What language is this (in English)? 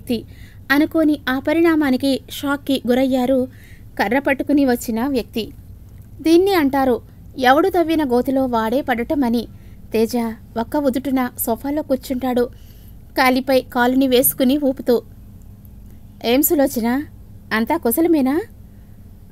Telugu